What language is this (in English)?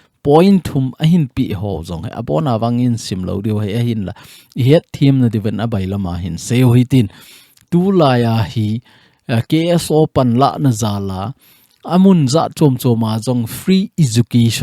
Thado Chin